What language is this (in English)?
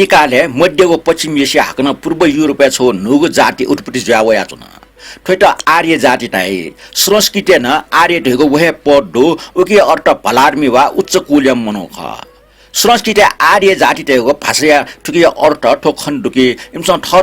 Newari